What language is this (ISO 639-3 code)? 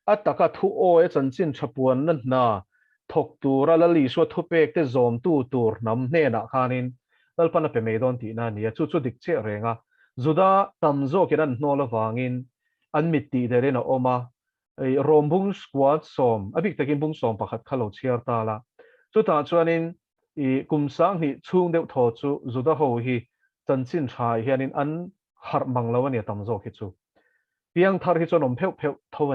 lus